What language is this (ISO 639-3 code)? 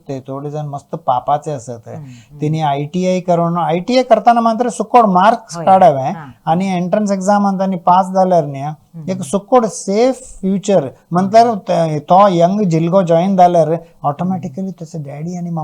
kok